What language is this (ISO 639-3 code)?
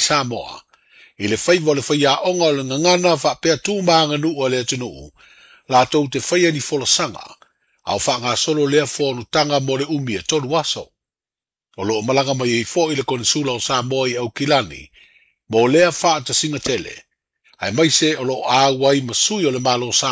smo